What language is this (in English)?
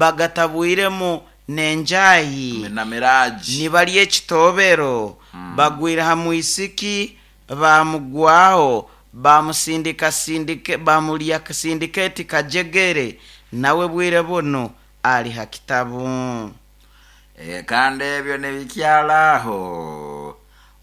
Nyoro